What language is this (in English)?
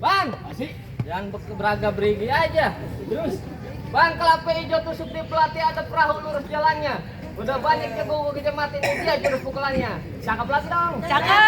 Betawi